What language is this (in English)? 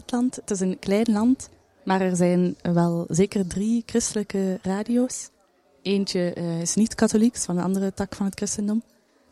Dutch